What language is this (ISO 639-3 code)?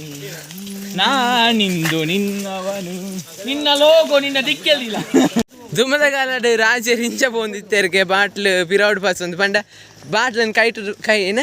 tcy